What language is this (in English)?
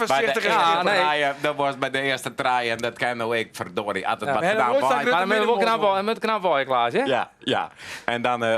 Western Frisian